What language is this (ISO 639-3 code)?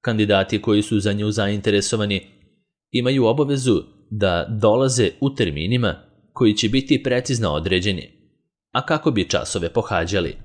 srp